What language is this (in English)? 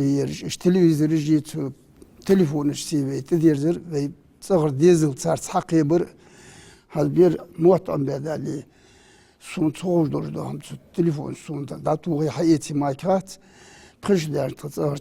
Ingush